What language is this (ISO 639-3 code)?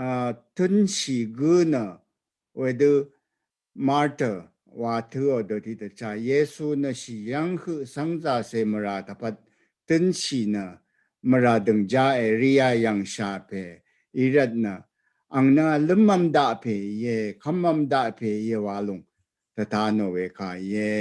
raw